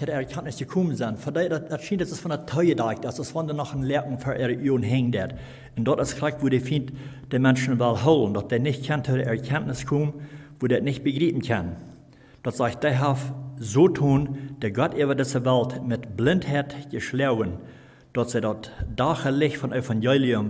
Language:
Plautdietsch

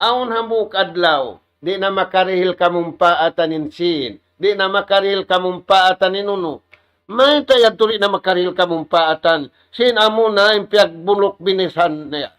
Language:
Tausug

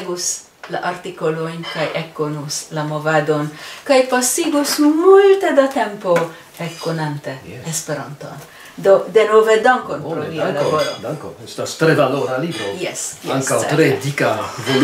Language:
Esperanto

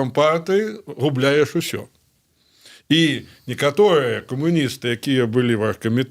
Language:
Belarusian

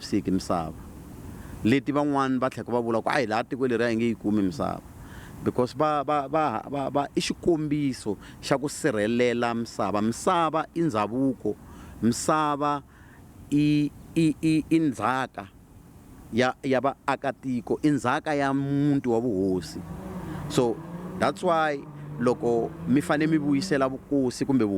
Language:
Tsonga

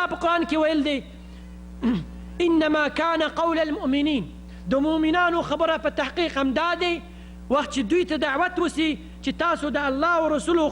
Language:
Pashto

